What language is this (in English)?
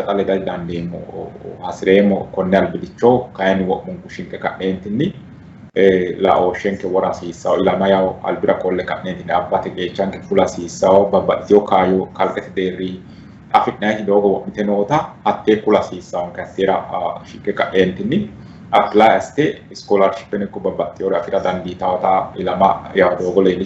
Sidamo